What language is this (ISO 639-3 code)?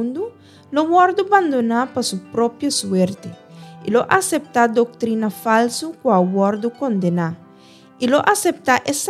pap